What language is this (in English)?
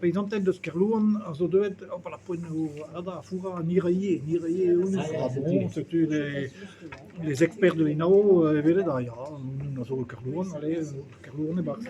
Breton